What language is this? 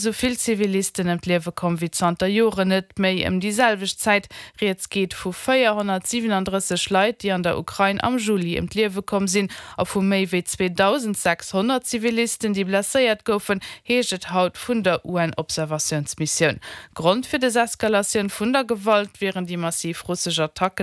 Luxembourgish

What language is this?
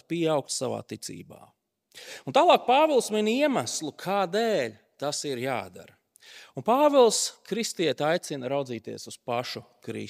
Latvian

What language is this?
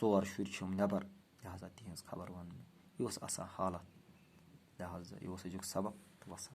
Kashmiri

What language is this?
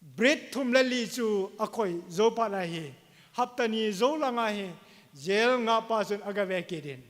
Thado Chin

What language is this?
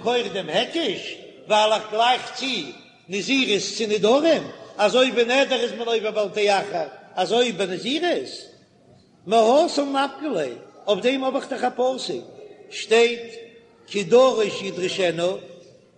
Yiddish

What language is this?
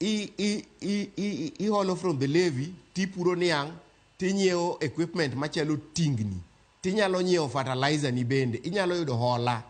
Luo (Kenya and Tanzania)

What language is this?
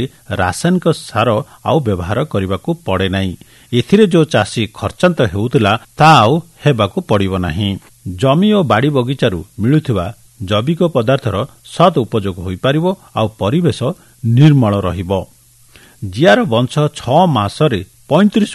Odia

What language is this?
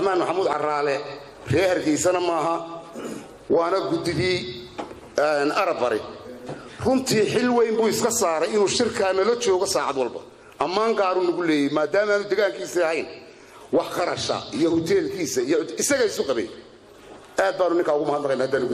Somali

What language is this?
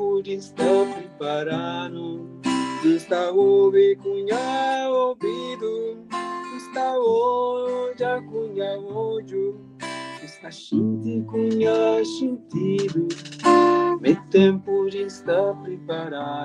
Kabuverdianu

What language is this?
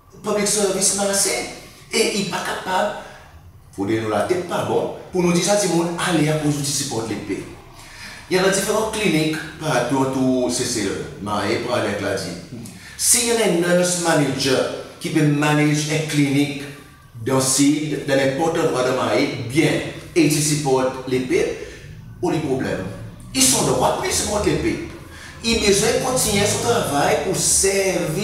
Seselwa Creole French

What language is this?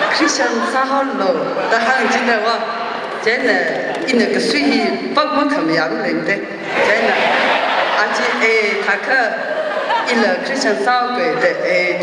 Tangkhul Naga (India)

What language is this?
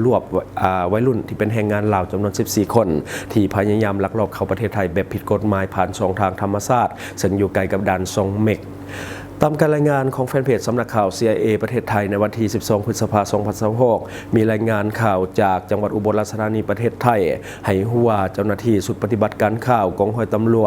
Lao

